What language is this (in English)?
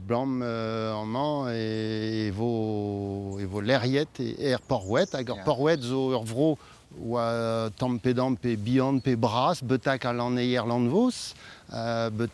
Breton